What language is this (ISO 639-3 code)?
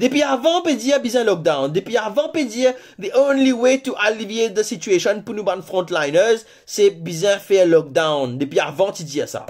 mfe